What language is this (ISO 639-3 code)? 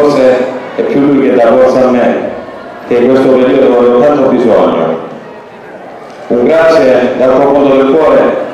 ita